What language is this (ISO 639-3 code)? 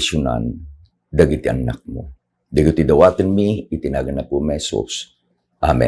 ilo